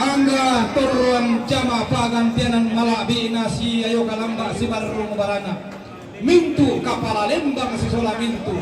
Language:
Toraja-Sa'dan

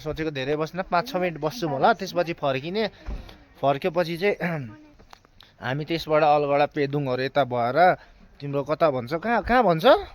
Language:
Nepali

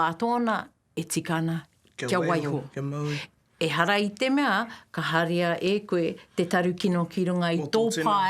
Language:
Māori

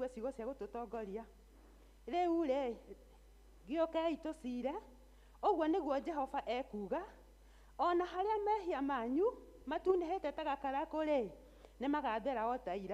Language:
Kikuyu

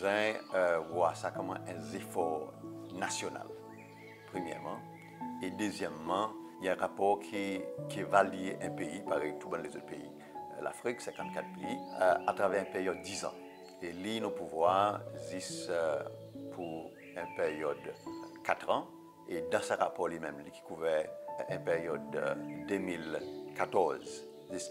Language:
Seselwa Creole French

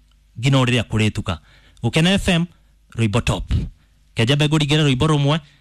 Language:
Kikuyu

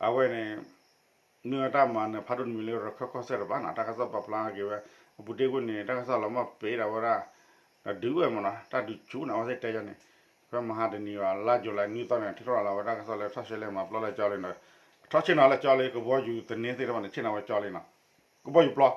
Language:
S'gaw Karen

